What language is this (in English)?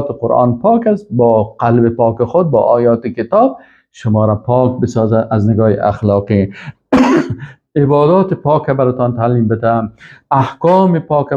Persian